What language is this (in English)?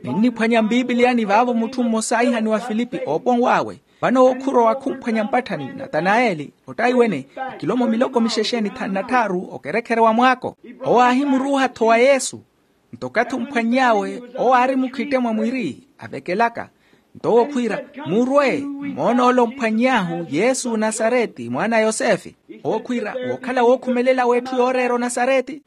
Makhuwa